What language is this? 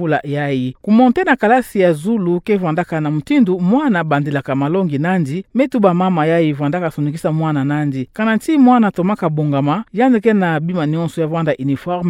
Kituba (Democratic Republic of Congo)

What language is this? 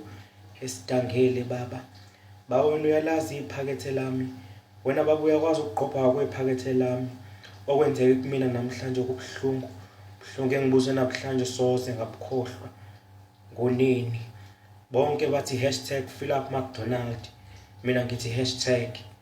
Zulu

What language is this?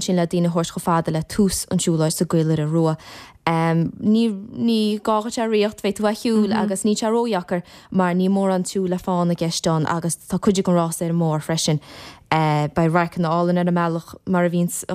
Irish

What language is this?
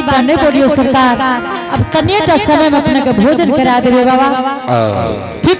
Angika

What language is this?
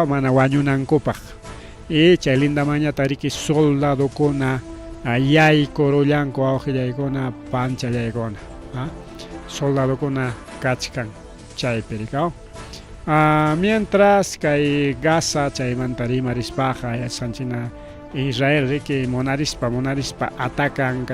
Ayacucho Quechua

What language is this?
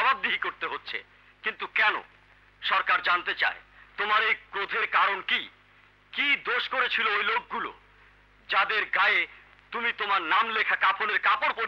Bangla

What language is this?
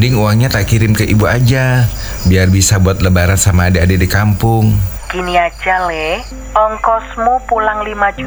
Indonesian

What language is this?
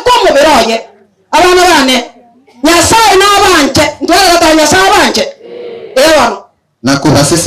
Gusii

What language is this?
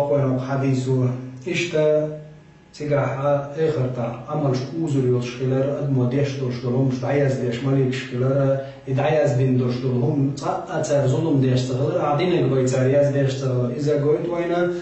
Chechen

